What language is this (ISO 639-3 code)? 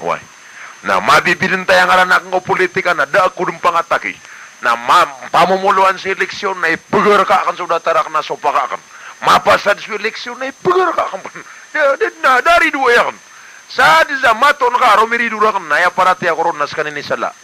mrw